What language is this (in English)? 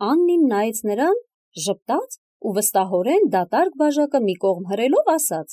Armenian